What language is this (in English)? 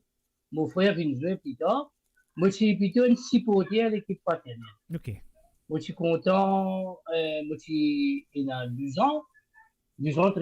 Morisyen